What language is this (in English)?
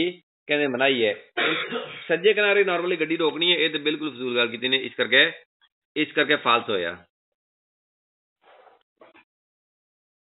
Punjabi